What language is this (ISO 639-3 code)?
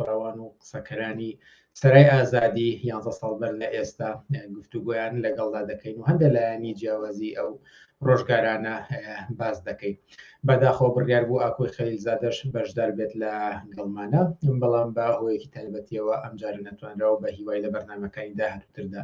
ckb